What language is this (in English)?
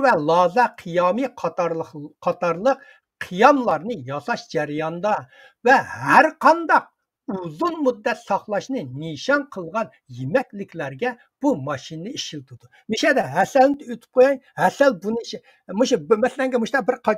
Uyghur